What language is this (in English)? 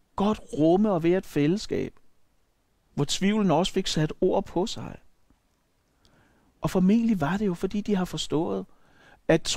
Danish